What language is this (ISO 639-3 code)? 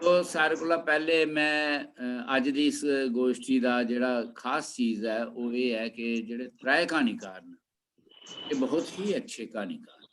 doi